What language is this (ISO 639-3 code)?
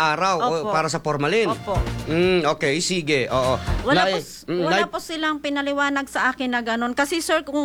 fil